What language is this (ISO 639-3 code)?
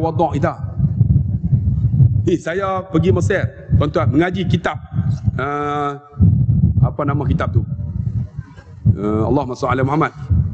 msa